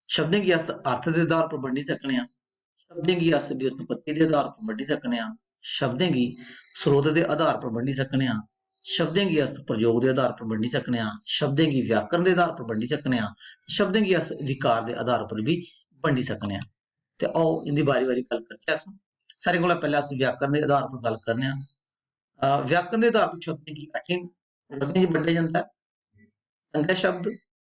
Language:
Dogri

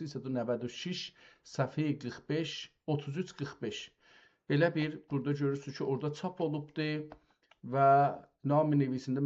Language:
South Azerbaijani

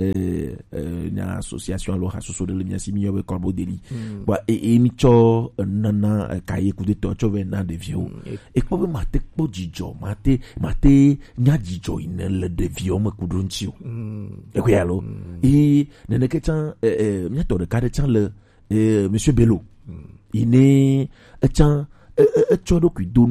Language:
Gen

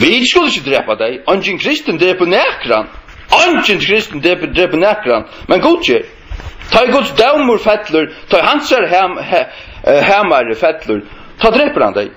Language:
Faroese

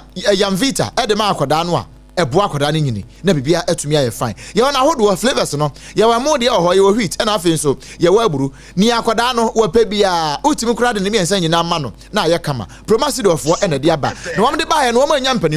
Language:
Akan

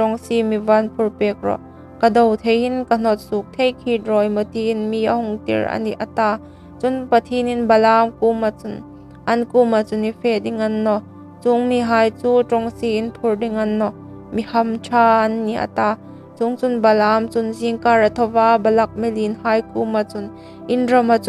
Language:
Hmar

